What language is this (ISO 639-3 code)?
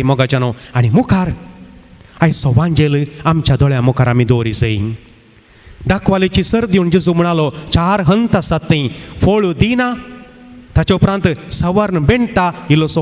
kok